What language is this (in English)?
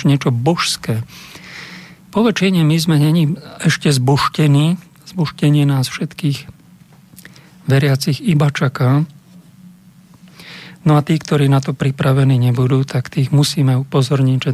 Slovak